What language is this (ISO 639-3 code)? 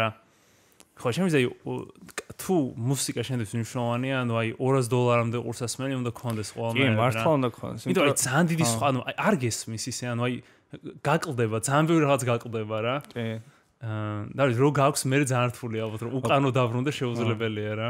kat